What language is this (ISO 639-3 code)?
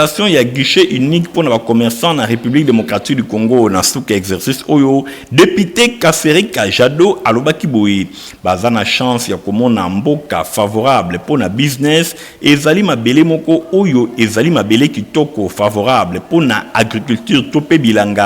lin